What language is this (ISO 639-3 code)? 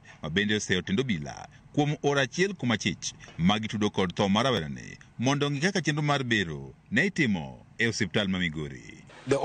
luo